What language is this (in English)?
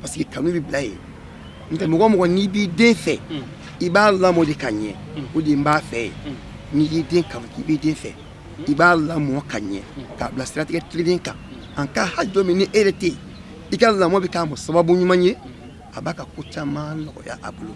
Bambara